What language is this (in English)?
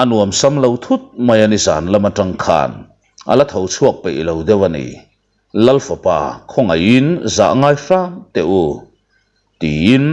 Mizo